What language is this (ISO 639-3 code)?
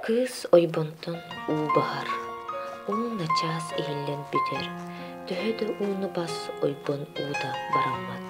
sah